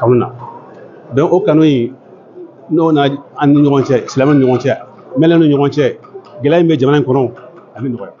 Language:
Bambara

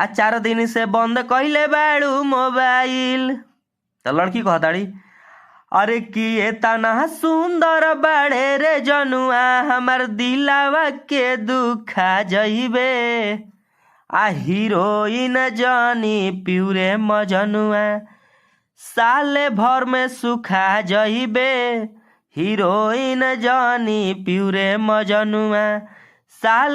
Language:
Bhojpuri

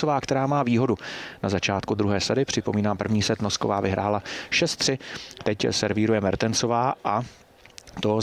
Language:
Czech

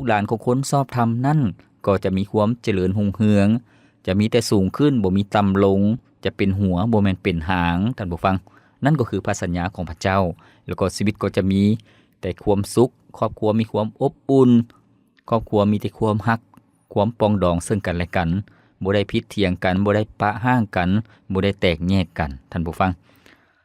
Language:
Lao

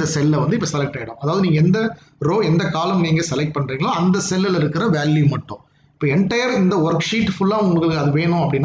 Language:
Tamil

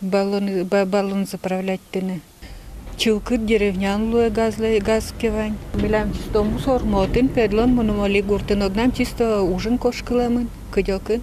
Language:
Udmurt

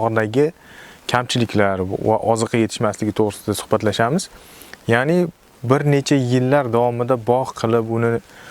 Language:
Uzbek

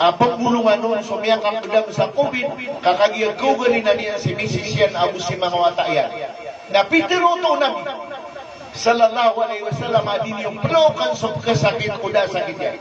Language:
Maranao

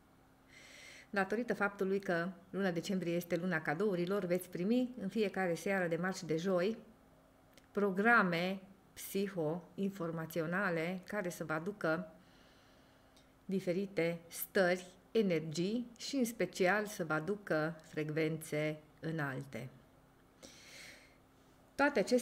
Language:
Romanian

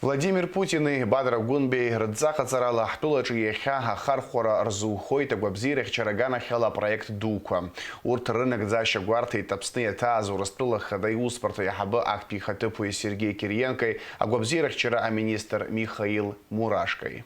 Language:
Abkhazian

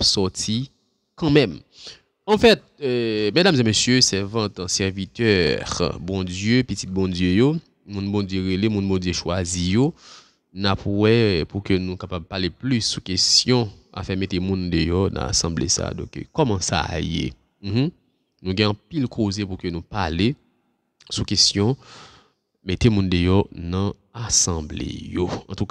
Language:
Haitian Creole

